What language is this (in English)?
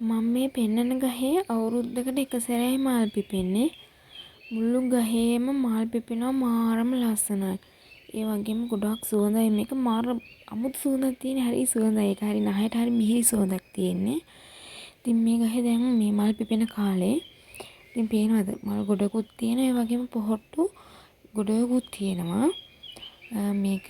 Sinhala